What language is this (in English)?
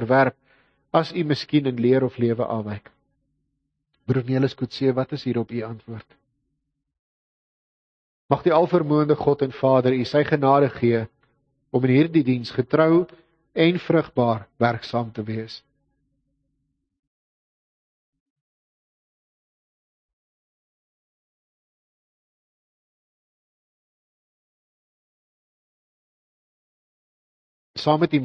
Afrikaans